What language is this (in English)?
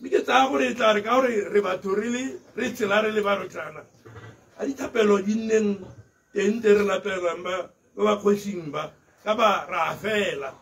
Tswana